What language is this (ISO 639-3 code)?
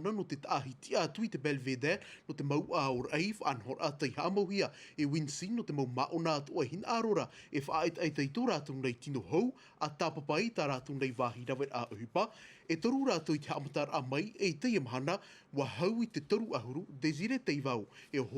tah